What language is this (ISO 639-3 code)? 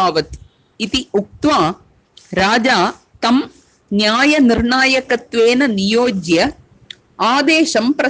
san